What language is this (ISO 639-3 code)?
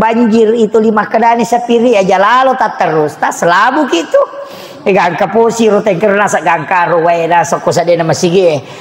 bug